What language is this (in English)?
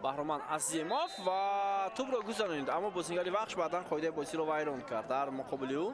Tajik